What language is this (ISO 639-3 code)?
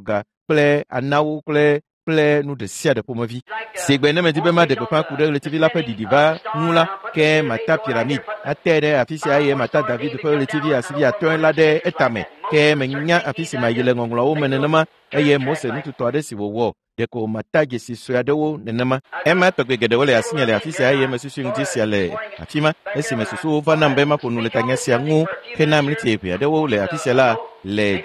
ewe